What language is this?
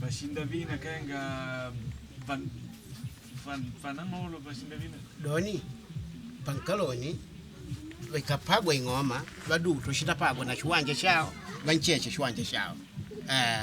Makonde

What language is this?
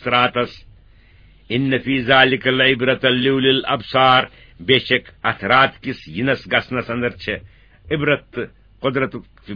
Kashmiri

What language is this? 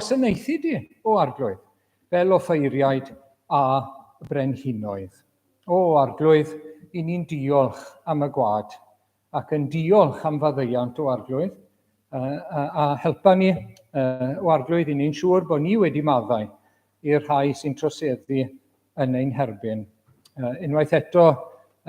Welsh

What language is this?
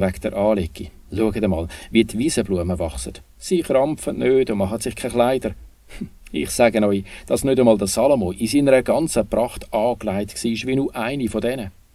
Swiss German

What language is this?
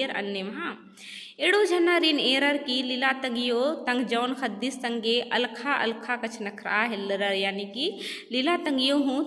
Kurukh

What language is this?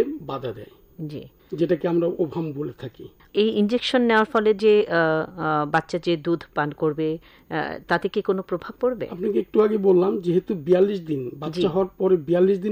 Bangla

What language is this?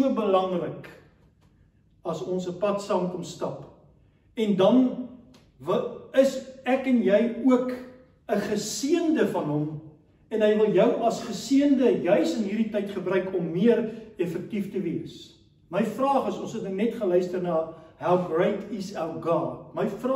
Afrikaans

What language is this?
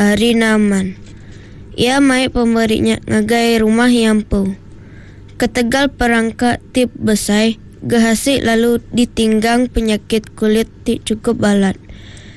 Iban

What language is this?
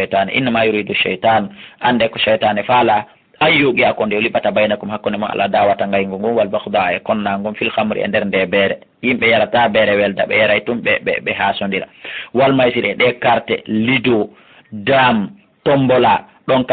Fula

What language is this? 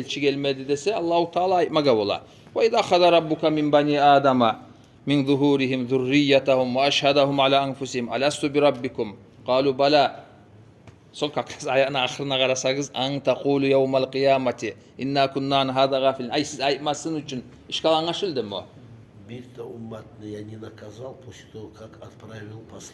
Kumyk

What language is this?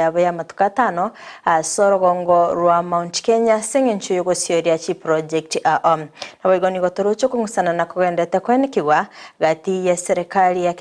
Gusii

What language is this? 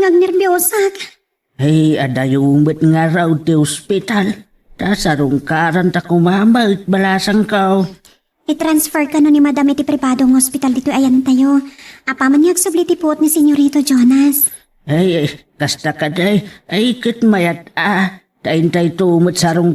Iloko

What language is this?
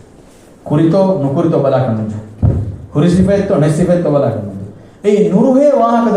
Divehi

